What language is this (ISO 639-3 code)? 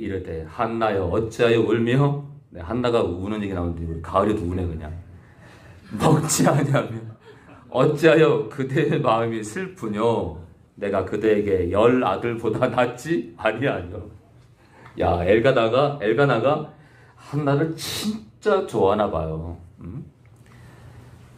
kor